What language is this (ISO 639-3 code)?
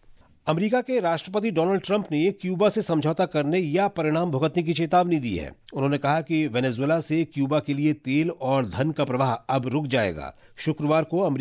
hin